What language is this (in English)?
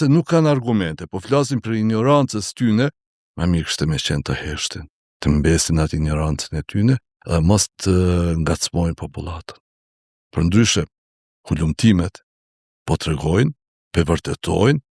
Albanian